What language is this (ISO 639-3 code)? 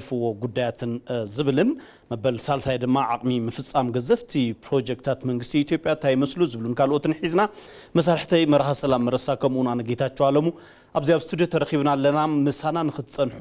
tir